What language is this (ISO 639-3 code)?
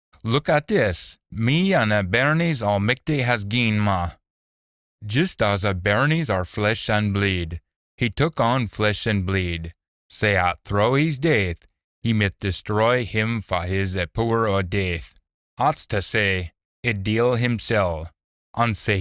sco